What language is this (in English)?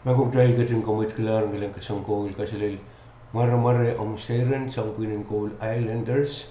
Pohnpeian